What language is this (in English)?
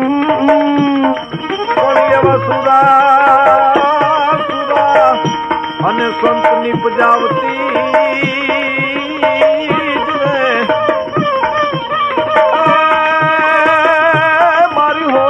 Gujarati